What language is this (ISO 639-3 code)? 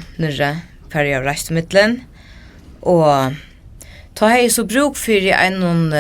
fao